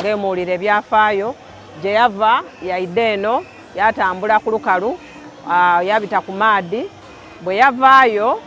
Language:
Soga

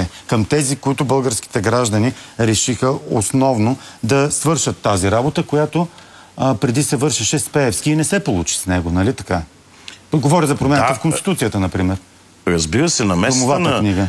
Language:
Bulgarian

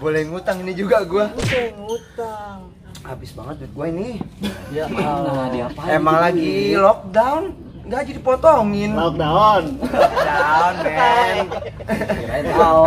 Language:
Betawi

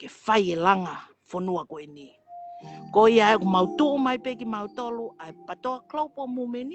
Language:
Tongan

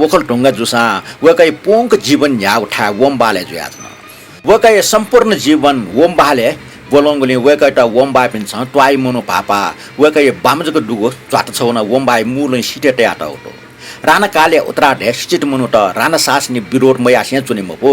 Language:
Newari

